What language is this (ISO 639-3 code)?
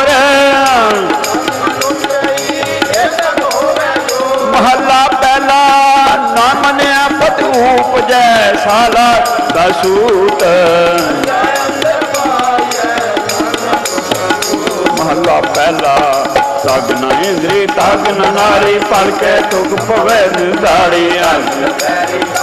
pan